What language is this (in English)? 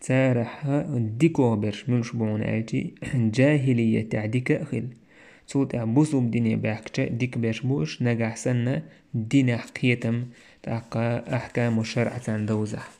Chechen